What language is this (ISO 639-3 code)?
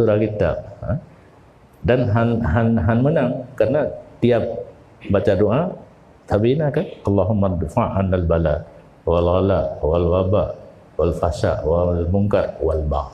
ace